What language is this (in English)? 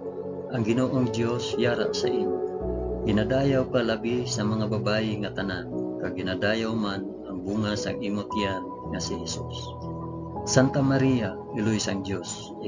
Hiligaynon